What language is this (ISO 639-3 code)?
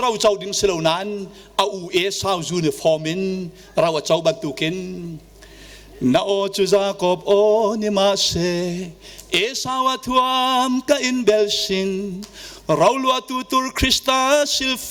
cnh